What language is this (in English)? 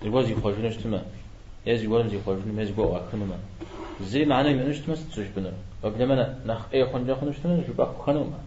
Kabardian